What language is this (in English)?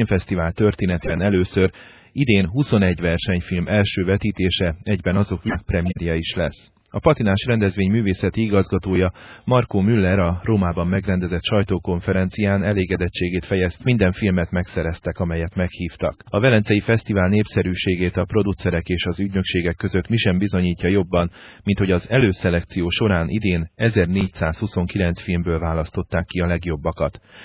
Hungarian